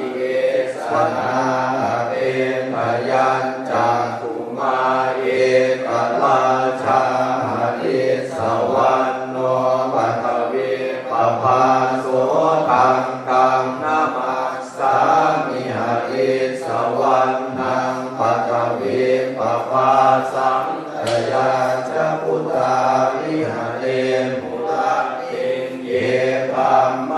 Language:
Pali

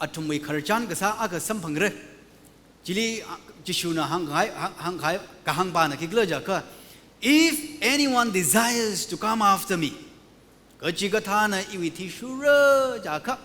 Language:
Tangkhul Naga (India)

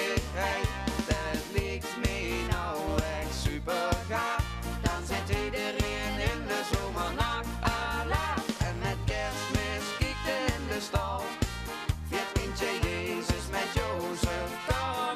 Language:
Limburgish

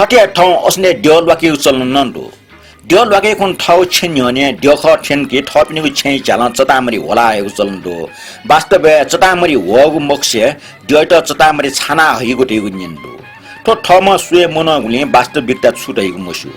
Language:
Newari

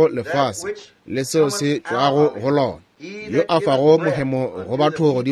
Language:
Northern Sotho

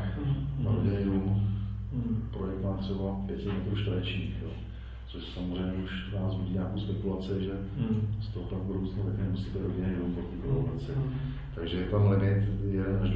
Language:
Czech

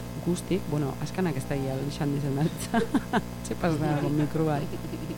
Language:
Basque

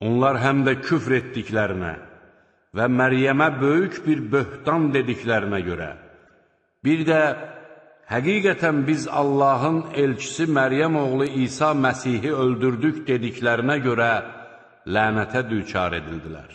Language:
Azerbaijani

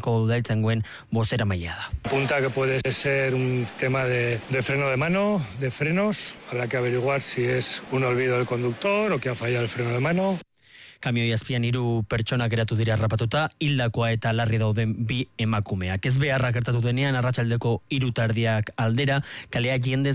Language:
Basque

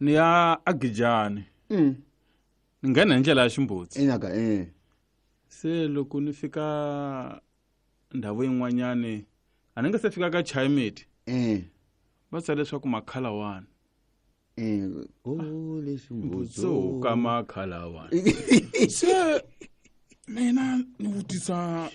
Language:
Tsonga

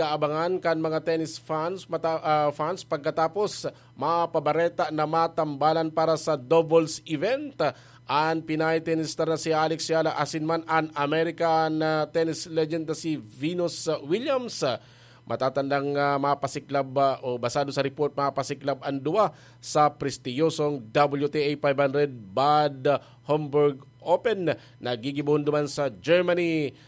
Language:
Bikol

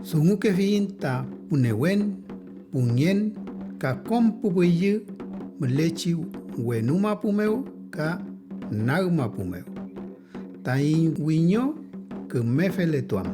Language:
Mapuche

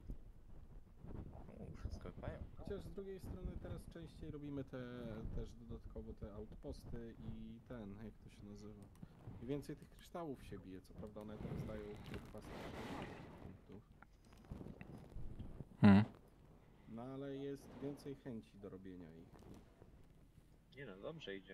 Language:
Polish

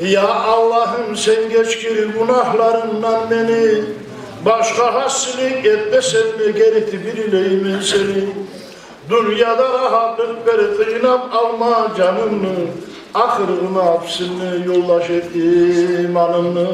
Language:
Kumyk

